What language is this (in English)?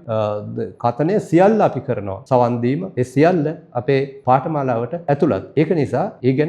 Sinhala